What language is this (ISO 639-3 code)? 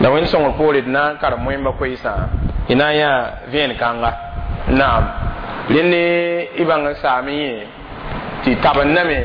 mos